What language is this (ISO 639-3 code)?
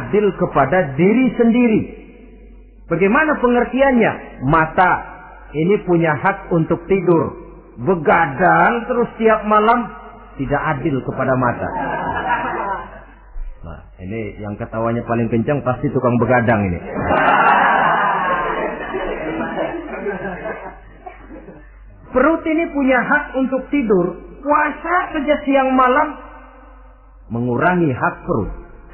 ind